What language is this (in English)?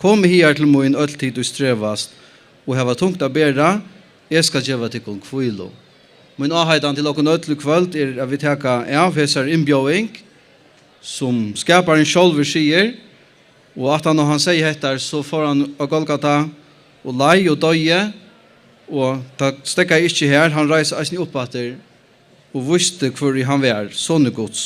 Faroese